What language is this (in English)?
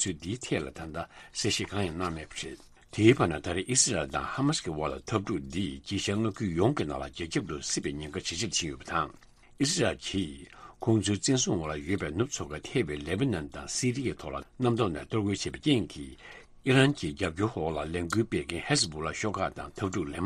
Tibetan